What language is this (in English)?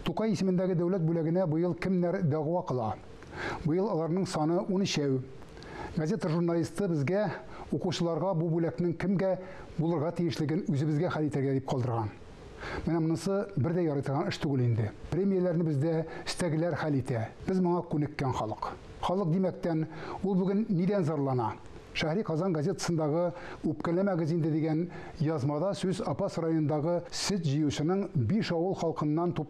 Tatar